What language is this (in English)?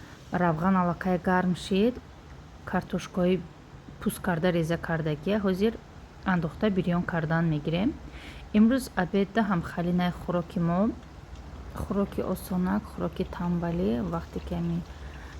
Tajik